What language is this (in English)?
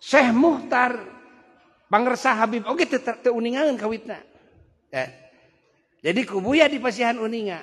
Sundanese